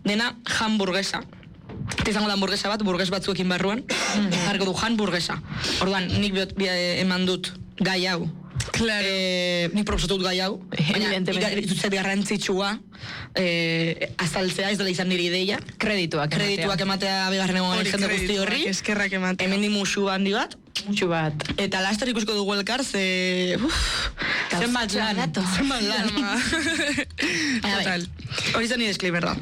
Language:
Basque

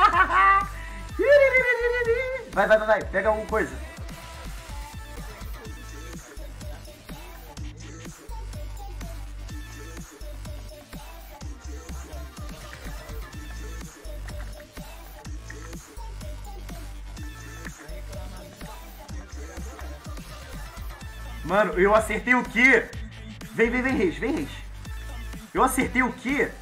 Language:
Portuguese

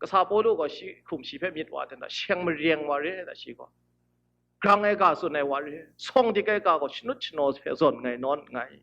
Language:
Kachin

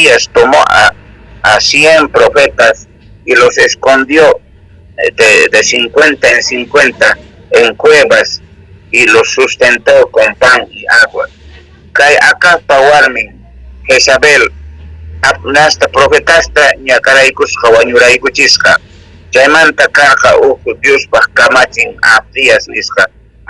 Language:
South Bolivian Quechua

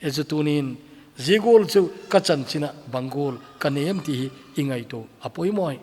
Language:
Thado Chin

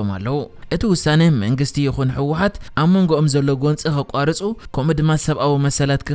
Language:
Tigrinya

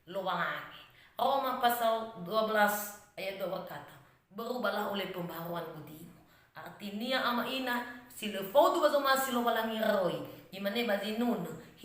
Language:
Nias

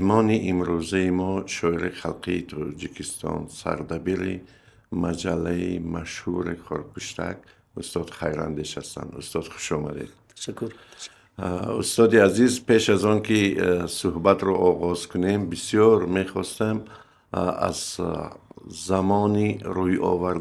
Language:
Tajik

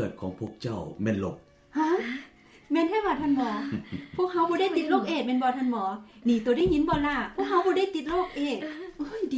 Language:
Lao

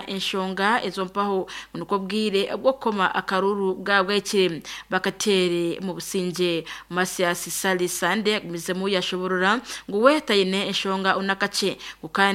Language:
Nyankole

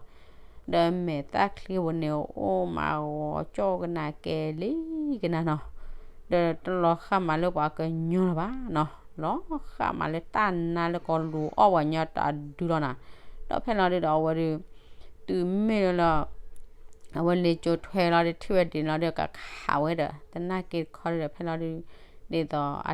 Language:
S'gaw Karen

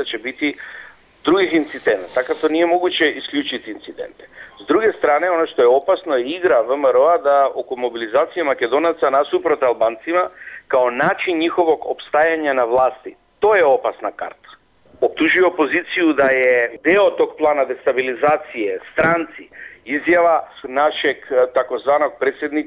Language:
Serbian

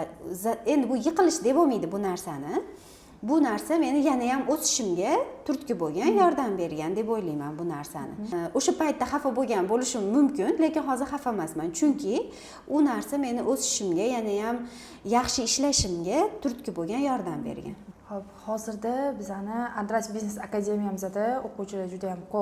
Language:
Uzbek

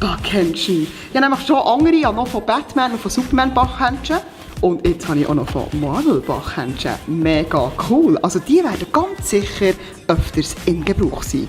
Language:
Swiss German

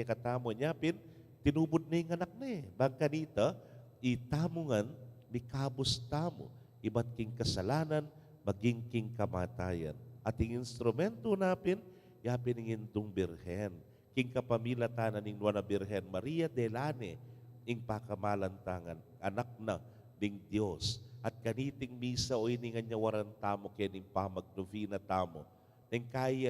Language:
Pampanga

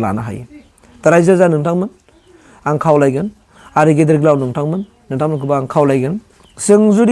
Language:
Bodo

